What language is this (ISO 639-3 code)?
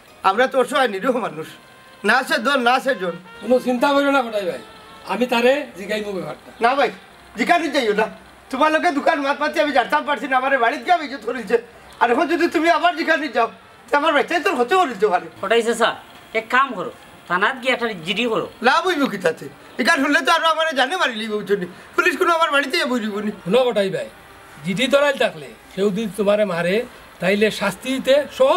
syl